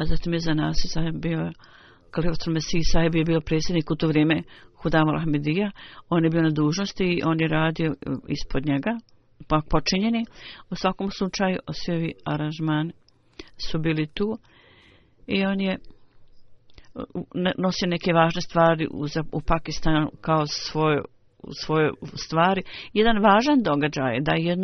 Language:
Bosnian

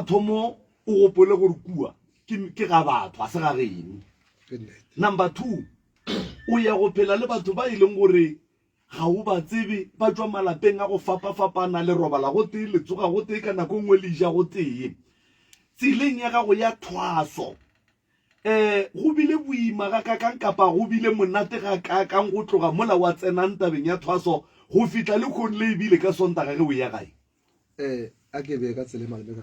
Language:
Northern Sotho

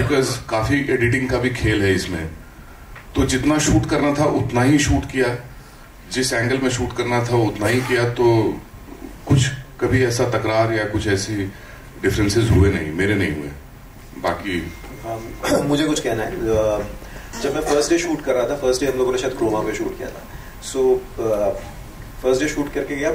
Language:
Hindi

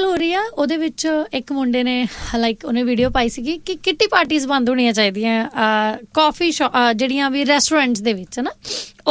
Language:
Punjabi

